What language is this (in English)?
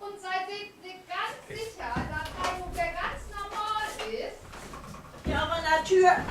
Low German